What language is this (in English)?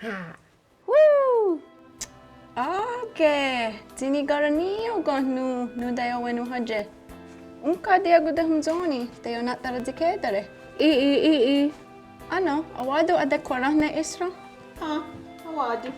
Mohawk